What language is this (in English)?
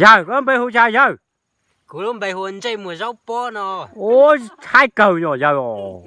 Hmong